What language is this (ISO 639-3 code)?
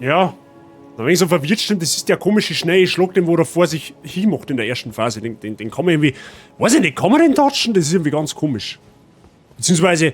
bar